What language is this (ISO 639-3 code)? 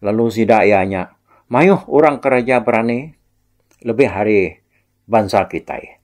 iba